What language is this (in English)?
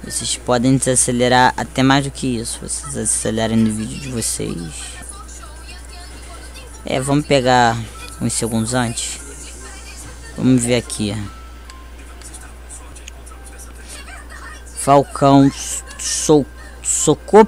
Portuguese